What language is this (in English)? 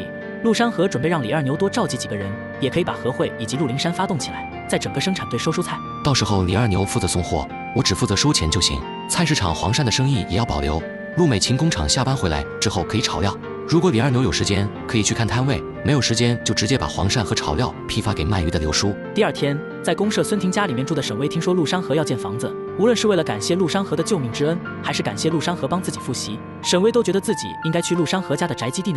Chinese